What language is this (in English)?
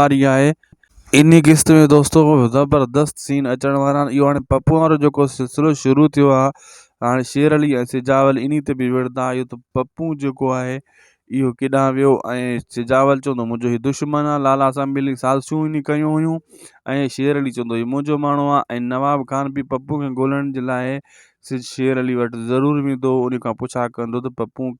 Sindhi